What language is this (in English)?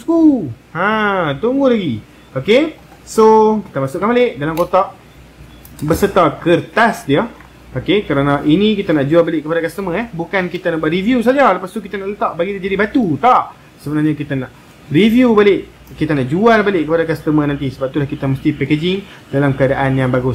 Malay